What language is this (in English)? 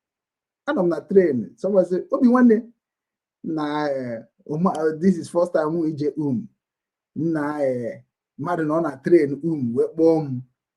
Igbo